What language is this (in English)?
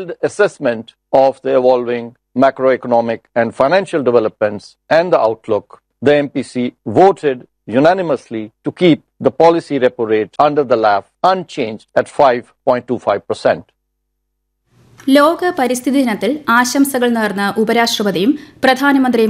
Malayalam